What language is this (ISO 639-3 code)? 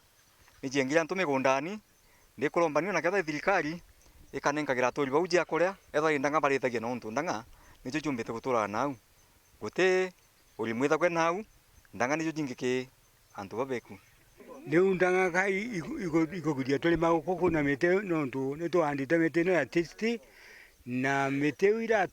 mer